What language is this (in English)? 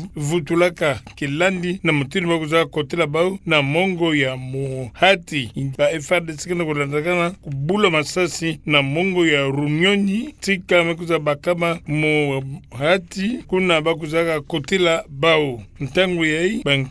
Kituba (Democratic Republic of Congo)